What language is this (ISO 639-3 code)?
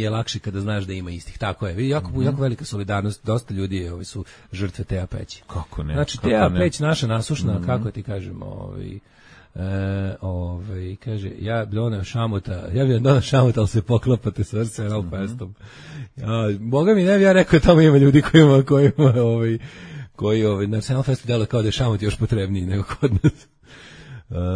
srp